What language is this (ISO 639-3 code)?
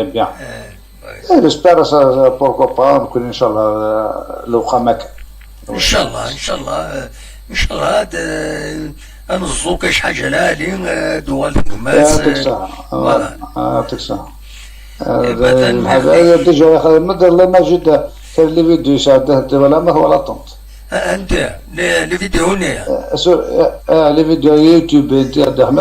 kab